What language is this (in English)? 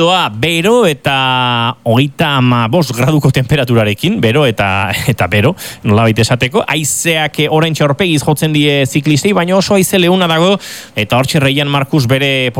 Basque